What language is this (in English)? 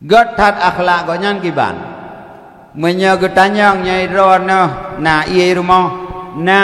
Achinese